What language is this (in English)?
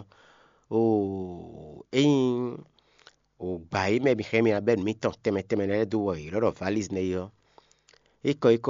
Fon